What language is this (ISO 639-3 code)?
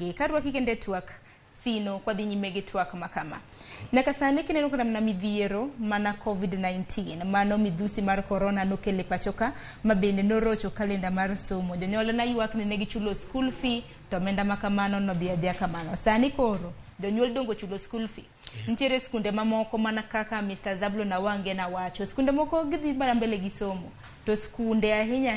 luo